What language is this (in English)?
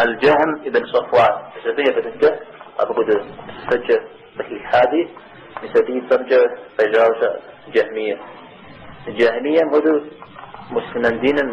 Kabardian